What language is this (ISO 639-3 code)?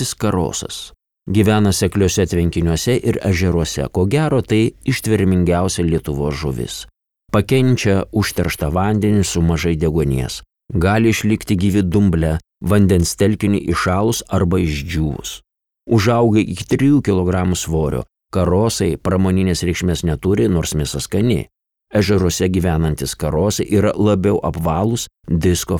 lit